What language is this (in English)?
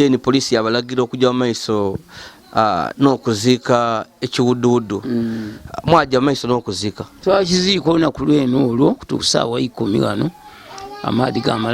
Ganda